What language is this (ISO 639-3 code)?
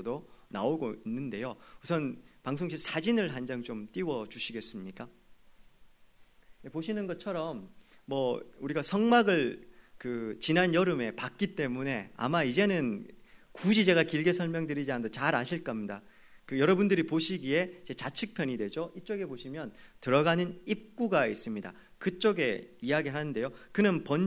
kor